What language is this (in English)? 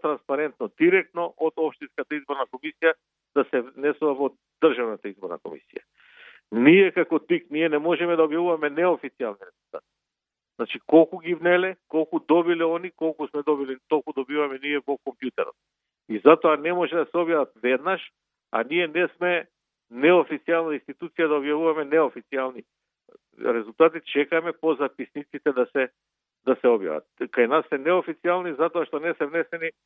Macedonian